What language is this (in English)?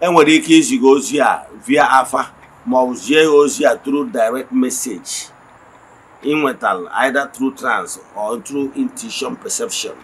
Igbo